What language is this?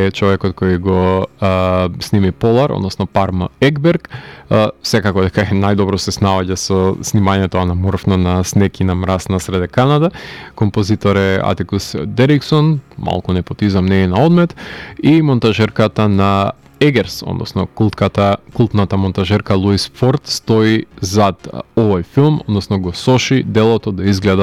Macedonian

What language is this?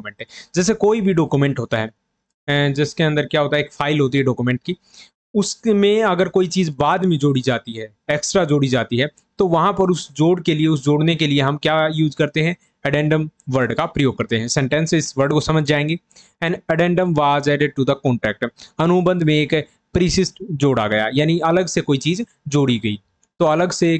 Hindi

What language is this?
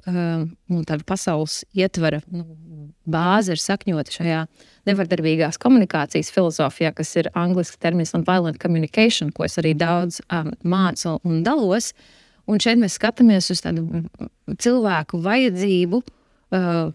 Latvian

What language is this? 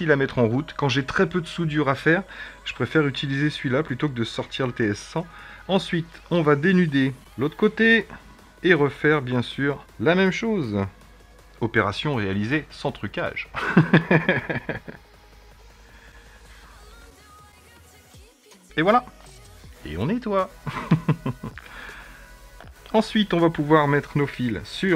French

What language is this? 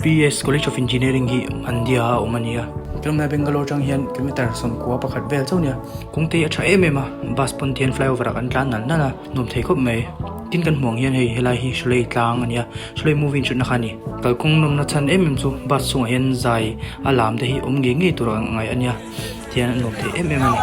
Mizo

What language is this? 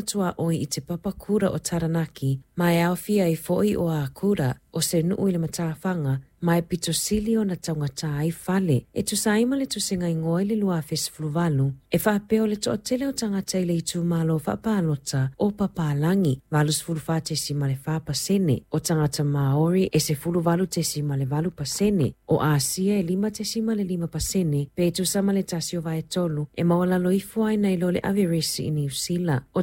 Samoan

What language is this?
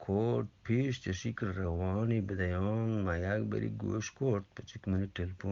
Eastern Balochi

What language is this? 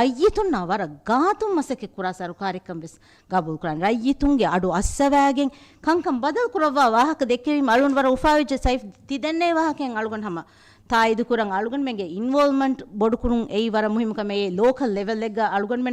Divehi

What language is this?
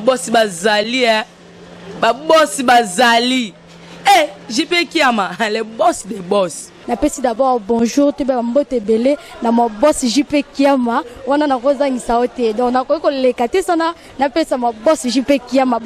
Lingala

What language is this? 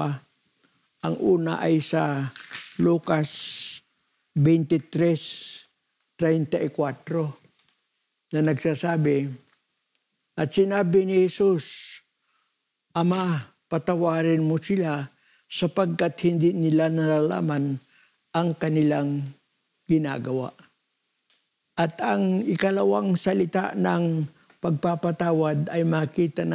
Filipino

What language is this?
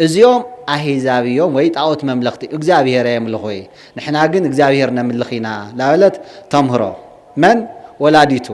Tigrinya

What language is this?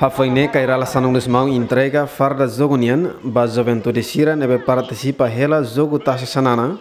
Tetum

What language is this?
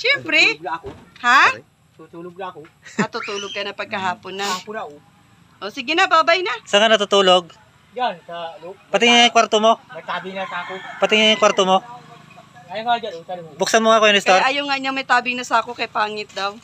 Filipino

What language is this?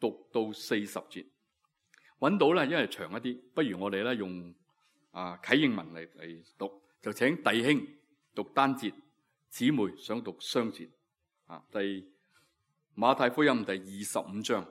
Cantonese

